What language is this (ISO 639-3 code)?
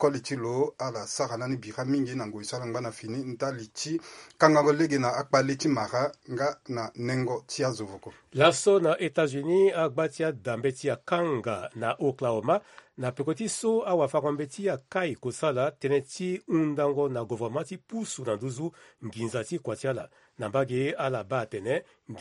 sag